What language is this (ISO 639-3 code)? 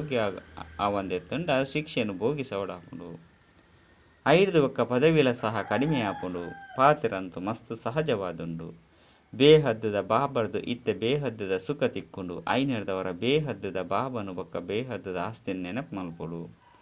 tcy